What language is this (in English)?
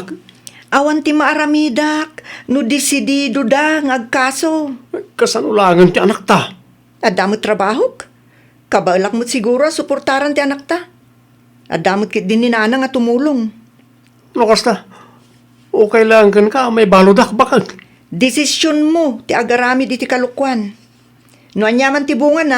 Iloko